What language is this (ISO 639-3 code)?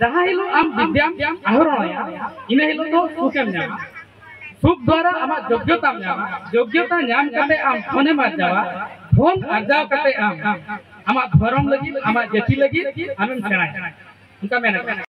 sat